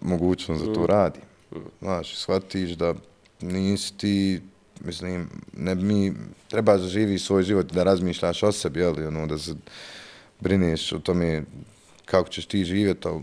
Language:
Bosnian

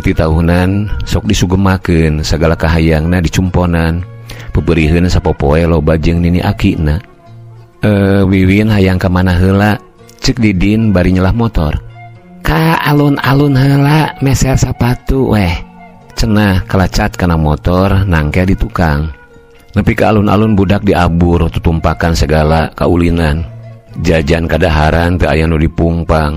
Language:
Sundanese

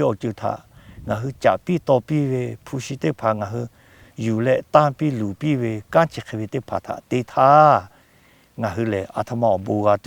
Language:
Lahu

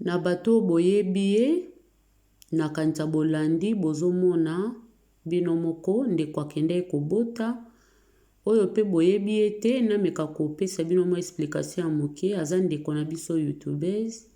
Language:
Lingala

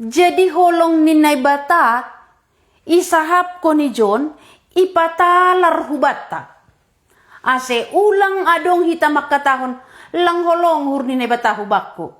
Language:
Batak Simalungun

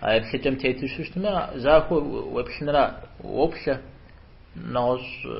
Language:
Kabardian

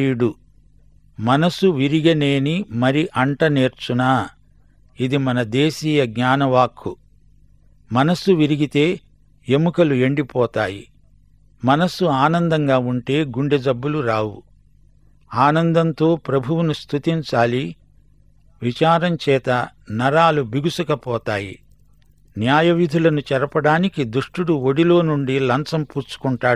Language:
Telugu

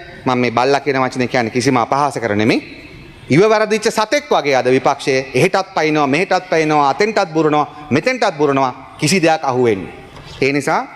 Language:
Sinhala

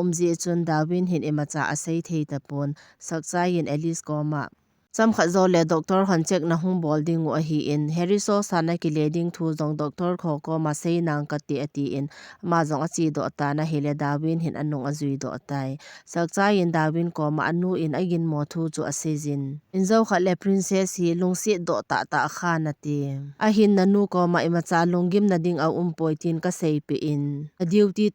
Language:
Thado Chin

